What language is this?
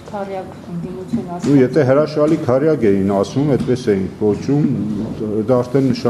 Armenian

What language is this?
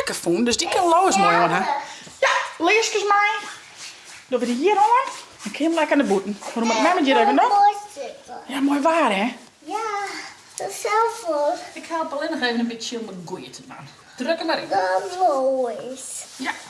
Western Frisian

